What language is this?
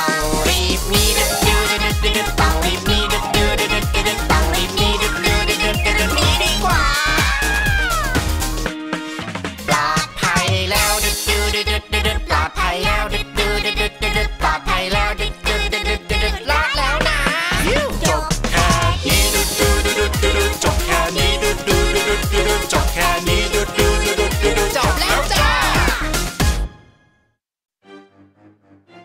Thai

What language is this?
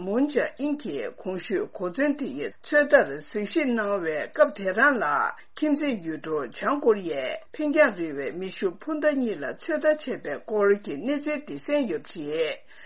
Tibetan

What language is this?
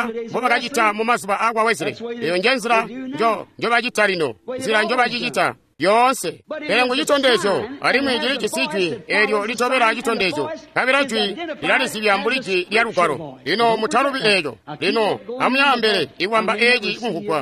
Tonga (Zambia)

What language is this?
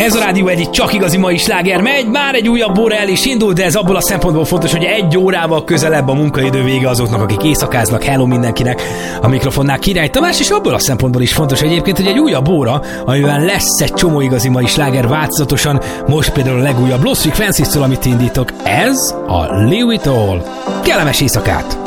Hungarian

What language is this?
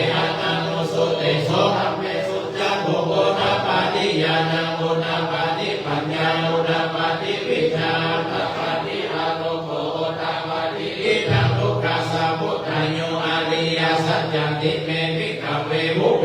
Pali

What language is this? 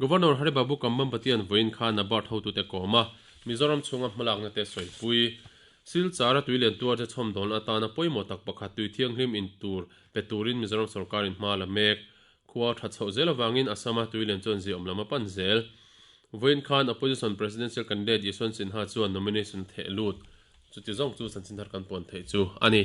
Mizo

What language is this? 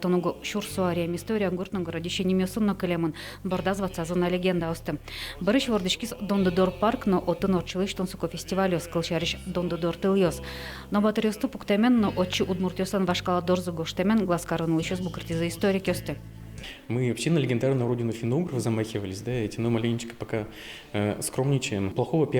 Udmurt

